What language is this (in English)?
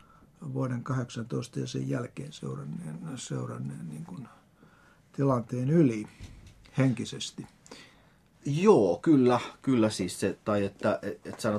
Finnish